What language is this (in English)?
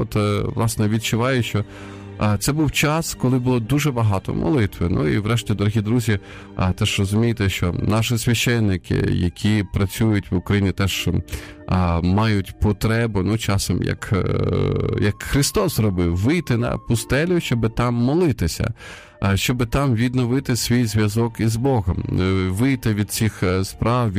Ukrainian